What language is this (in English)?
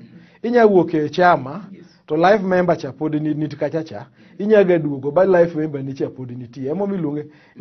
Luo (Kenya and Tanzania)